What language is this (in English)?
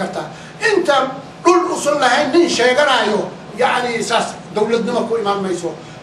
Somali